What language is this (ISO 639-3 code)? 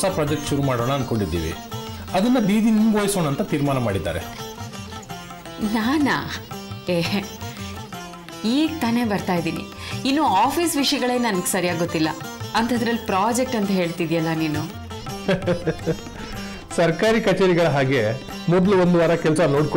kan